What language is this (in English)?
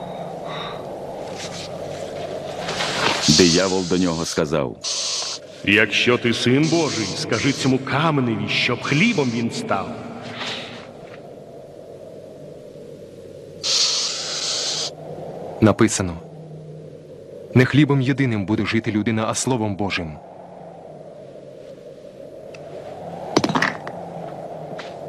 Ukrainian